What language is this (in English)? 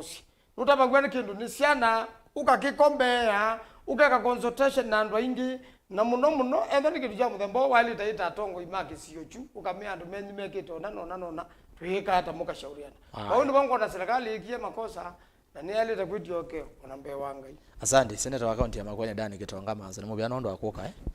Kamba